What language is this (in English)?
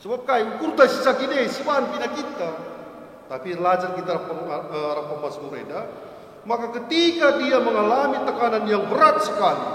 Batak Karo